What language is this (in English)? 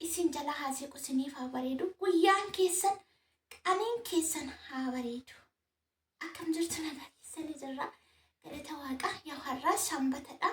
Oromo